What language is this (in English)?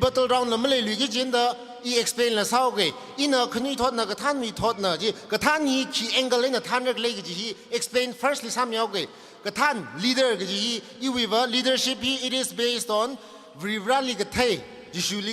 Tangkhul Naga (India)